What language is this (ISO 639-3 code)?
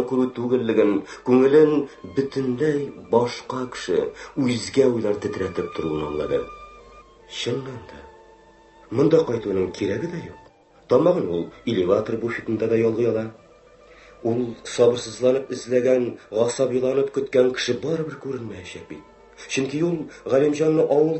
tat